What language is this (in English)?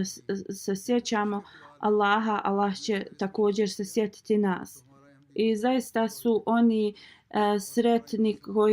Bosnian